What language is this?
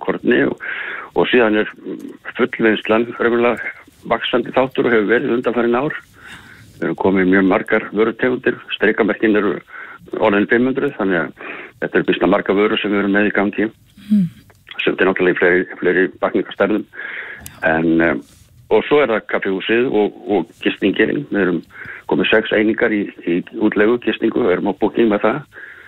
Icelandic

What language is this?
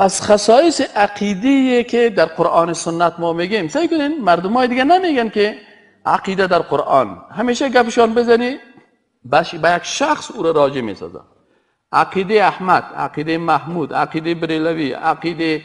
Persian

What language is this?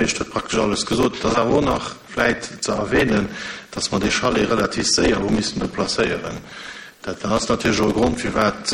Luxembourgish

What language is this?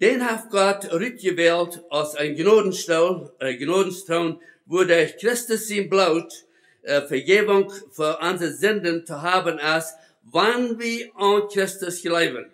Plautdietsch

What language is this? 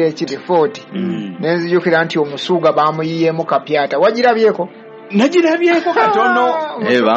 Ganda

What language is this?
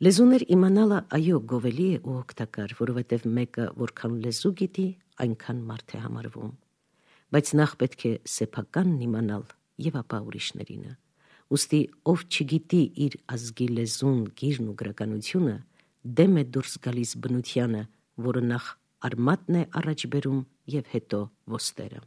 Armenian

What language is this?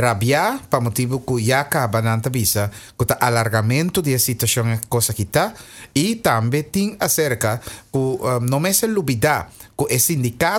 Papiamento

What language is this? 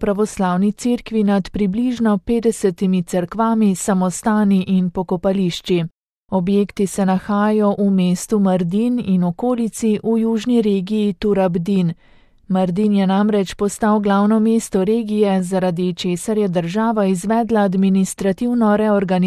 Slovenian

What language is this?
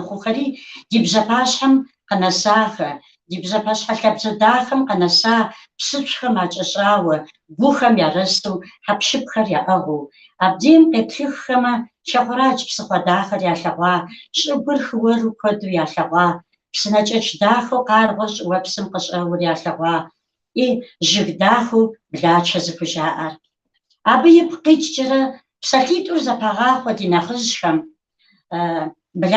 Kabardian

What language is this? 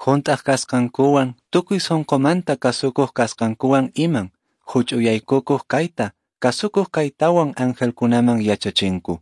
Quechua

